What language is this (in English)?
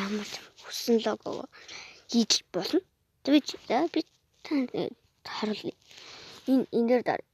Mongolian